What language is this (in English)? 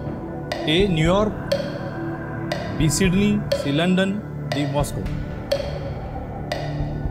Marathi